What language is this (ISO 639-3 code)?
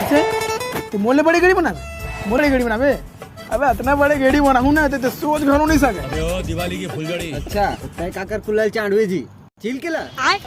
hne